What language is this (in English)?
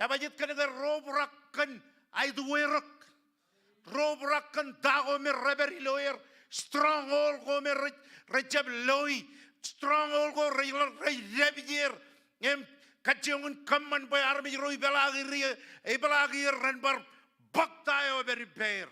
Marshallese